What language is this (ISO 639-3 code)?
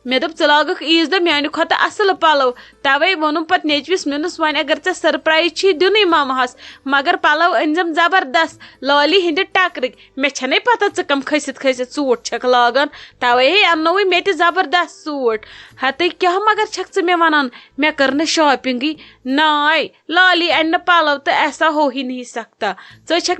kas